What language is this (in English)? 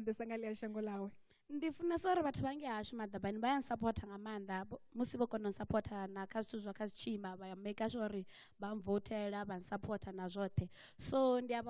Venda